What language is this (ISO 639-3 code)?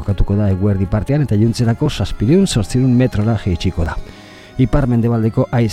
eus